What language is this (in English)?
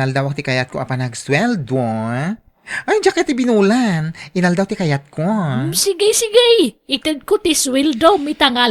Iloko